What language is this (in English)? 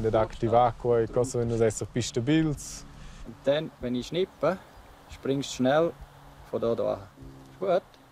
Romansh